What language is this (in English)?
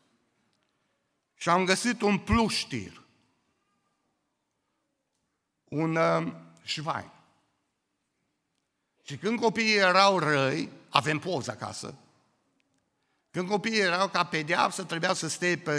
Romanian